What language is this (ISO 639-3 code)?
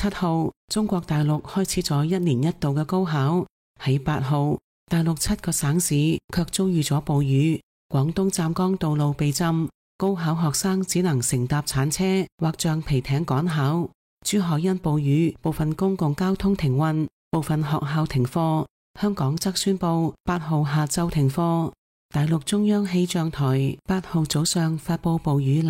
yue